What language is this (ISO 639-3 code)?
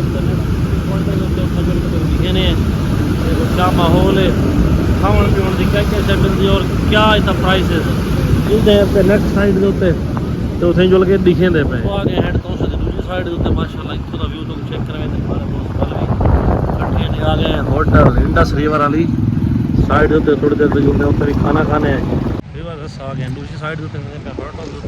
skr